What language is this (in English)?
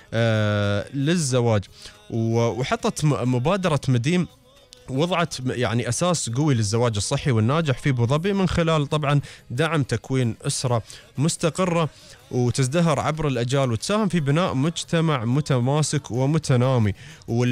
Gulf Arabic